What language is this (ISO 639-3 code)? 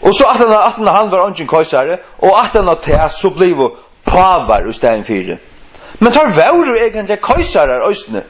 fao